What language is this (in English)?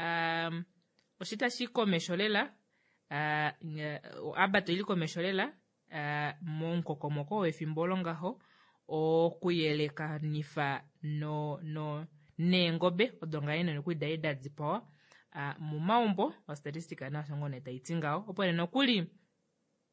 Kuanyama